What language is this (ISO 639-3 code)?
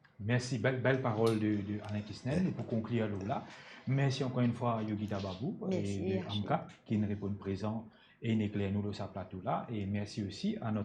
mfe